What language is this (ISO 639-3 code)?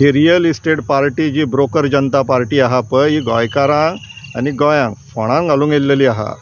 kok